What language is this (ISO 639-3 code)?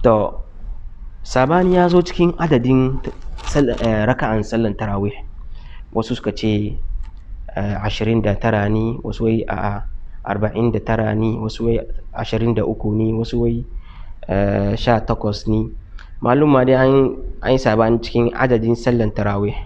hau